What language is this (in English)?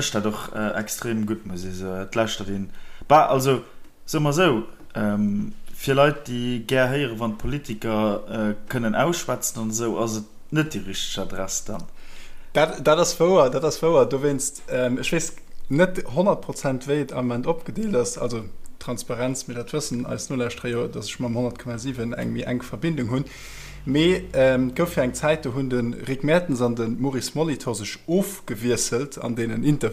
Luxembourgish